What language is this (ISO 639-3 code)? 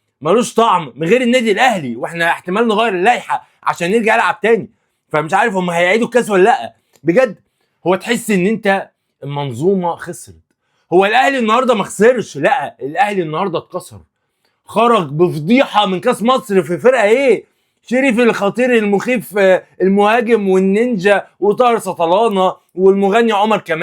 arz